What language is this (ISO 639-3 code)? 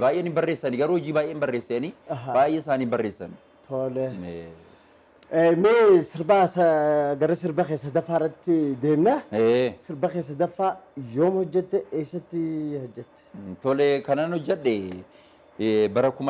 orm